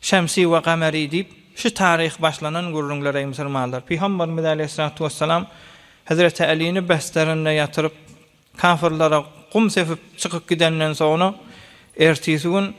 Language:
Turkmen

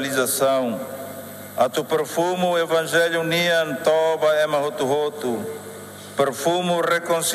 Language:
Tetum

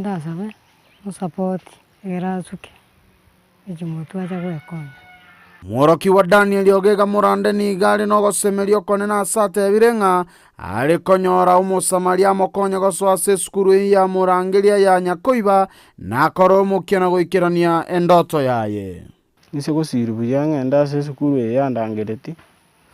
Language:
Gusii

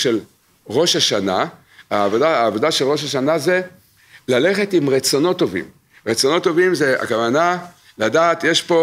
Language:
Hebrew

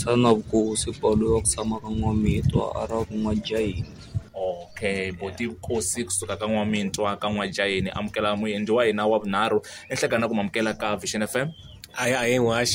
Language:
Tsonga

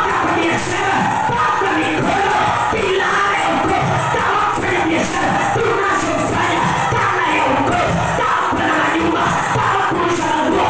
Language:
Swahili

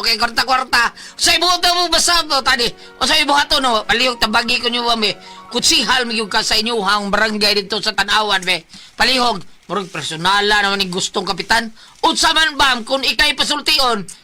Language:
Cebuano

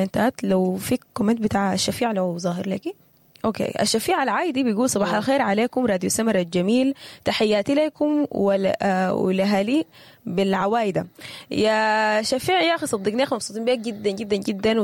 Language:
Sudanese Arabic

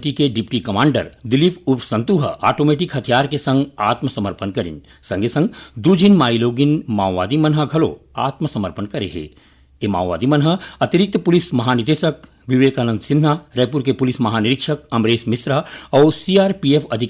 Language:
Chhattisgarhi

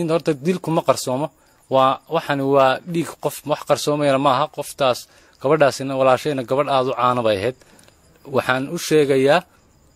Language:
Somali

